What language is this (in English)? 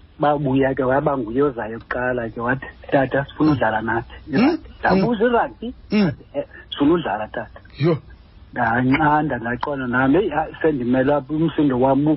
Xhosa